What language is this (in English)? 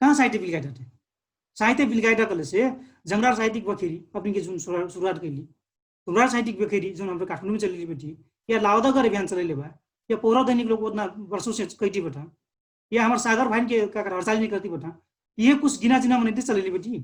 Dangaura Tharu